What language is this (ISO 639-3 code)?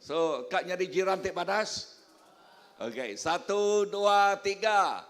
iba